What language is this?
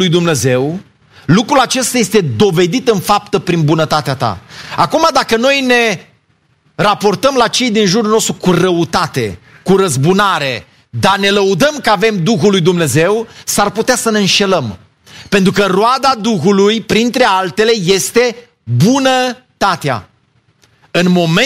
Romanian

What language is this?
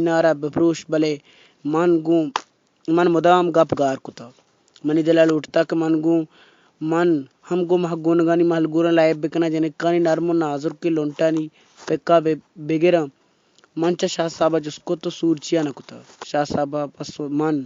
Baluchi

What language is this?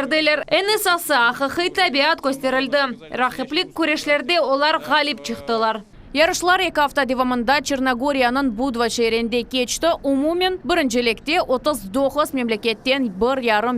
Crimean Tatar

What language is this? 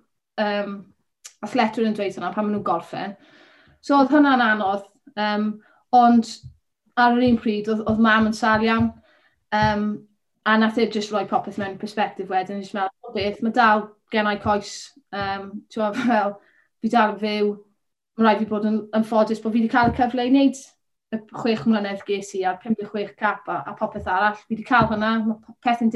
Welsh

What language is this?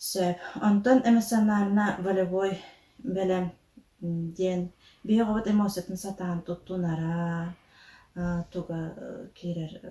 Yakut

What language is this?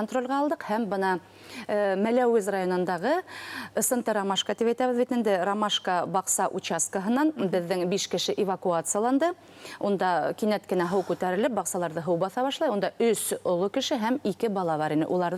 Bashkir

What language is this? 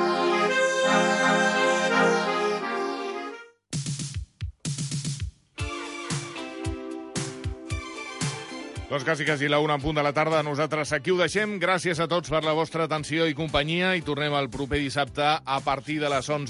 Catalan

